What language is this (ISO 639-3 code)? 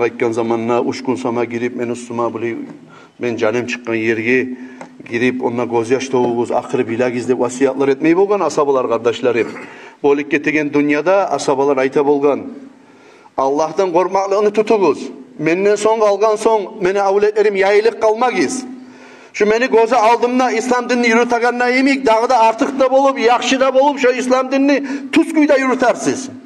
kum